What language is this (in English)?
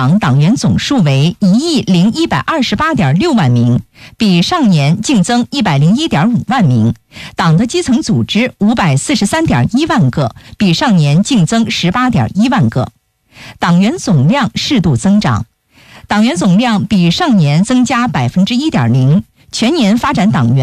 Chinese